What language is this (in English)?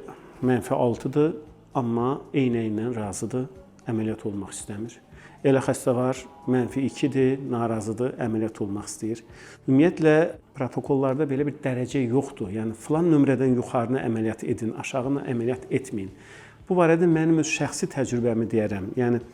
Azerbaijani